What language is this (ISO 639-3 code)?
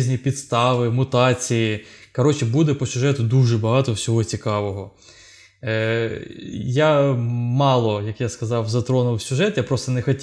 ukr